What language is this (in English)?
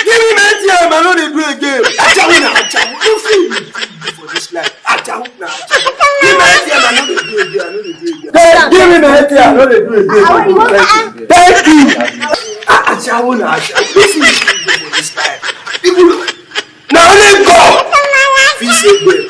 Nigerian Pidgin